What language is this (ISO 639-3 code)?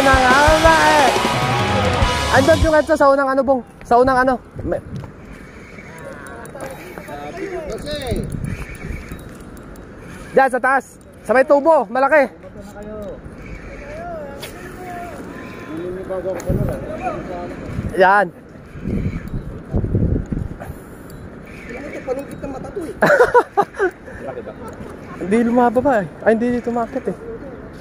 fil